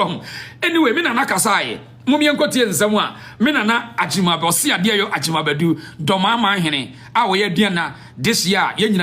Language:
Akan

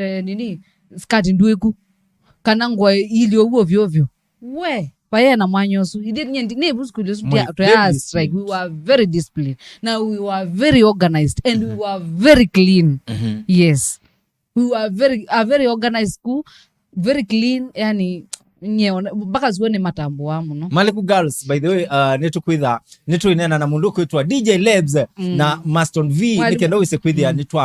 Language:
Kamba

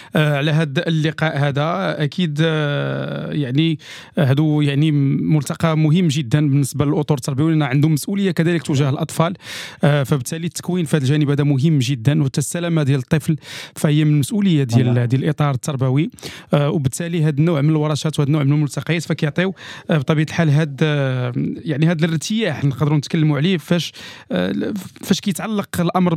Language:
Moroccan Arabic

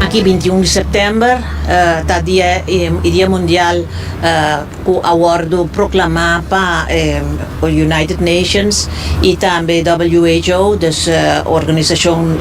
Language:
Papiamento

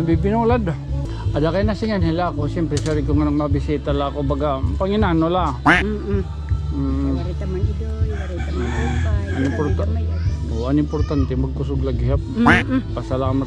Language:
Waray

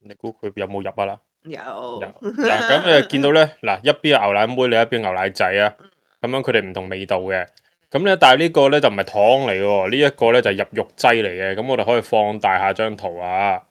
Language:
Cantonese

